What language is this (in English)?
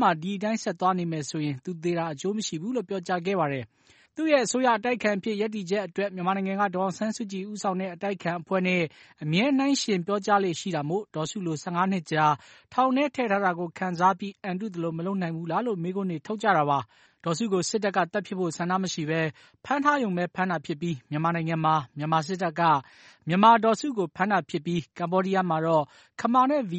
Burmese